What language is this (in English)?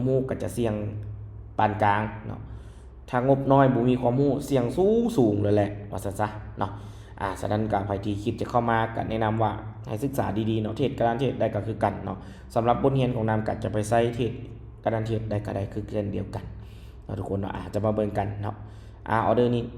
Lao